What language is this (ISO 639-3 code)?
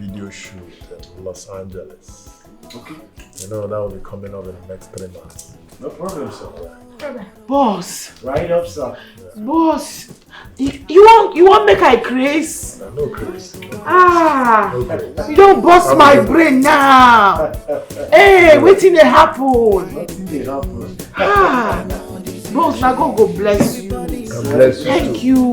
pcm